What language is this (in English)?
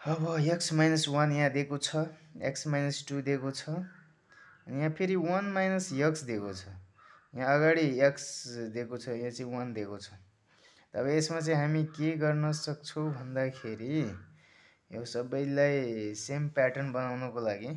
Nepali